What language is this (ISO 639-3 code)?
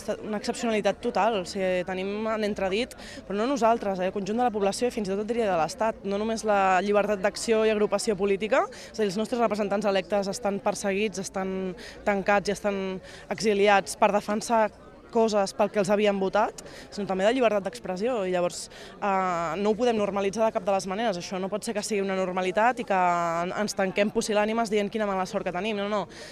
cat